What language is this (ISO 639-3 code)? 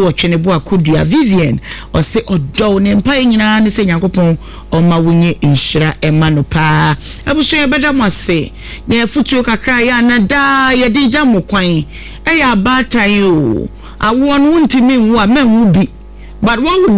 aka